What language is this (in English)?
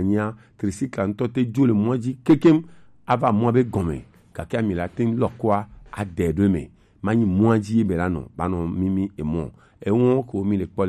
Gen